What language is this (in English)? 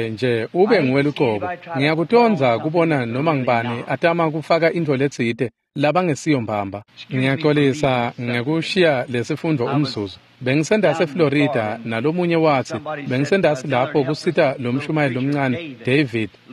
Swati